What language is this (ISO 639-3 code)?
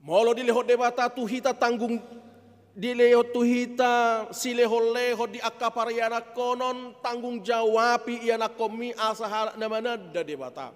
bbc